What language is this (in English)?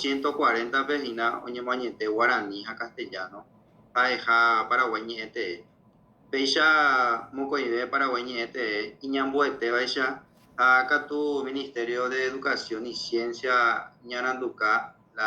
Guarani